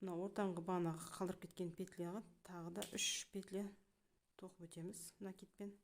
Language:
Kazakh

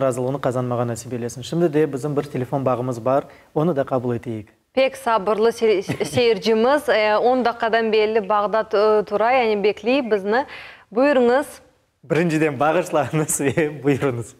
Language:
Crimean Tatar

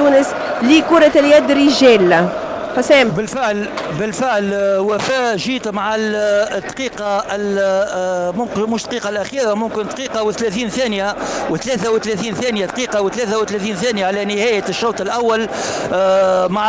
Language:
Tunisian Arabic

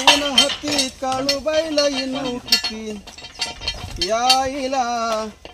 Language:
Marathi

